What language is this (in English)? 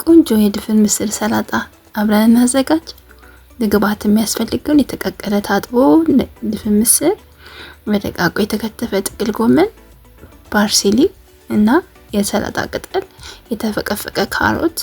Amharic